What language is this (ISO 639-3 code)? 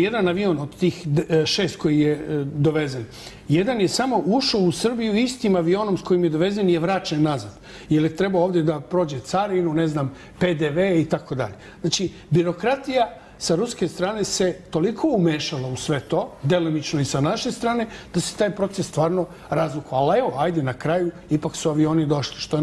srp